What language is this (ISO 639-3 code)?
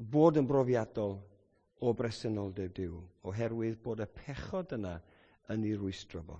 cym